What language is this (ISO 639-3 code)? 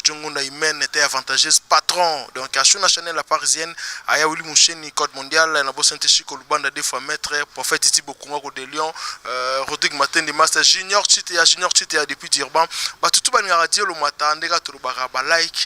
lin